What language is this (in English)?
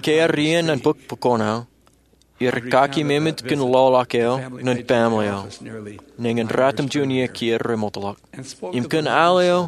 Marshallese